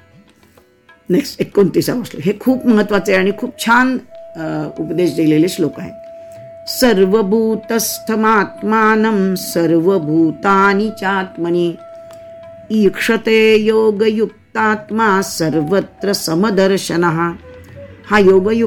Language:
Marathi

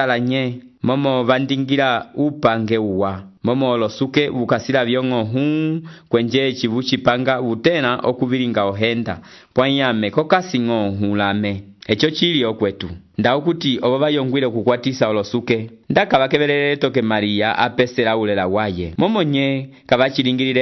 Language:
Umbundu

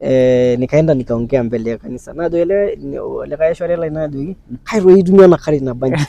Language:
Masai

